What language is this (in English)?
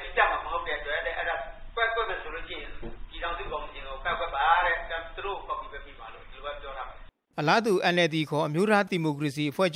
Burmese